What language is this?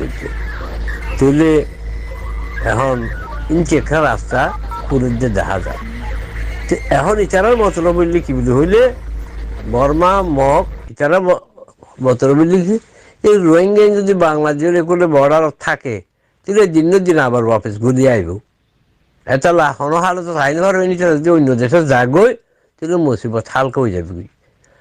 Rohingya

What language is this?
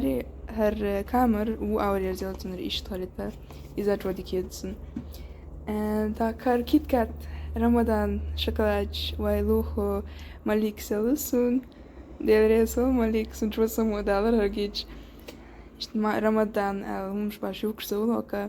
Chechen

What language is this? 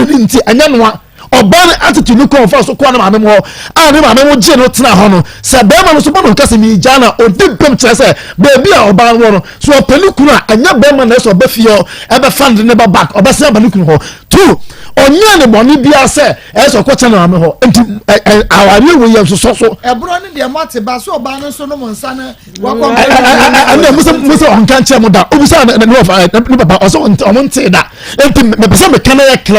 Akan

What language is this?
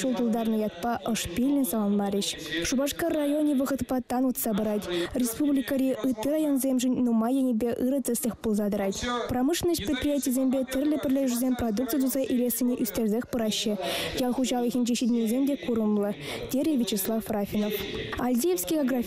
Chuvash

